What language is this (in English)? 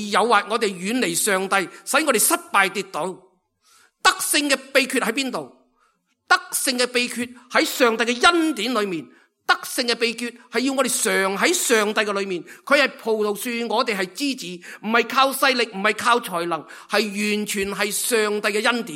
Cantonese